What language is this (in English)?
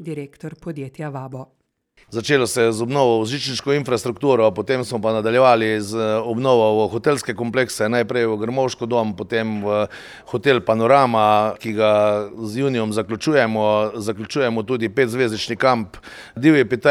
Slovenian